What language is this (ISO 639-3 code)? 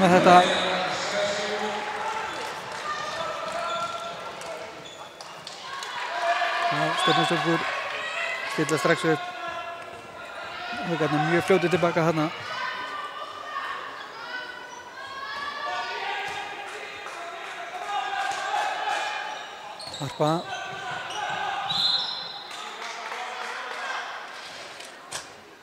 isl